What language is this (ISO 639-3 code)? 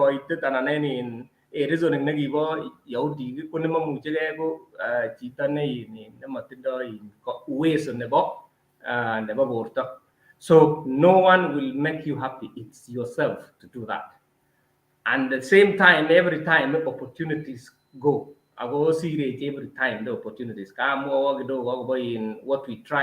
kln